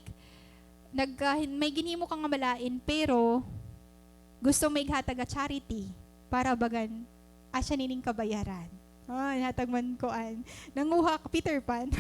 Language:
Waray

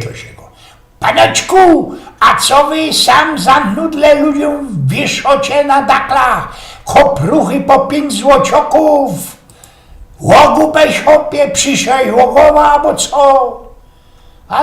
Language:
Silesian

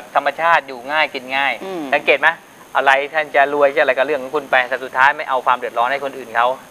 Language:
Thai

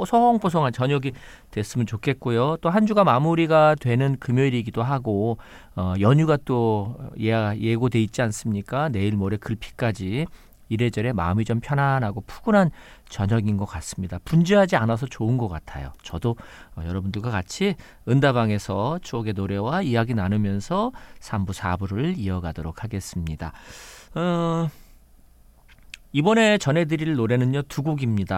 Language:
Korean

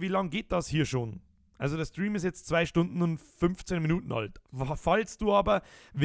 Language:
Bavarian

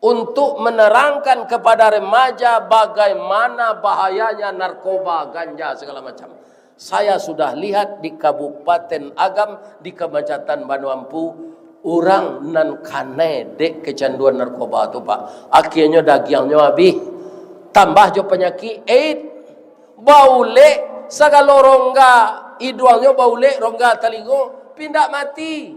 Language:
Minangkabau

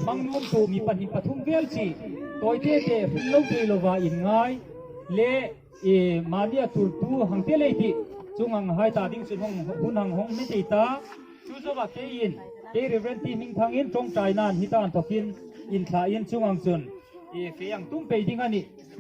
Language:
Hmar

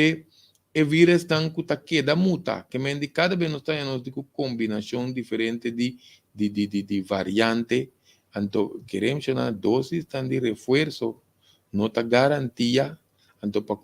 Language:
Papiamento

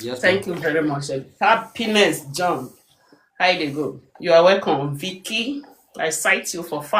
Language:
Nigerian Pidgin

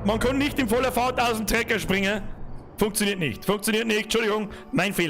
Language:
Bavarian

